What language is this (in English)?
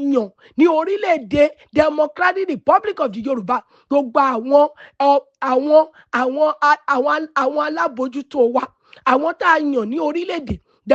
Yoruba